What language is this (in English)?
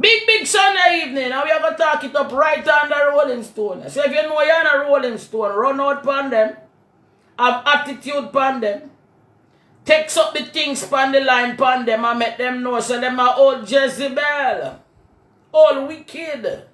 Jamaican Creole English